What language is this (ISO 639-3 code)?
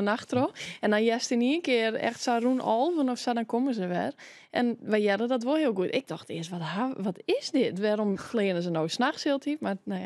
fry